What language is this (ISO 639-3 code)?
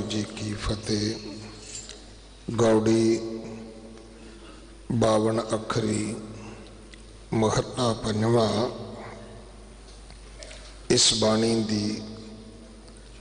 pan